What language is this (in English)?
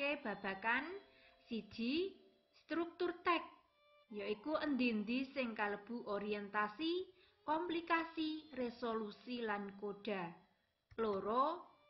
Javanese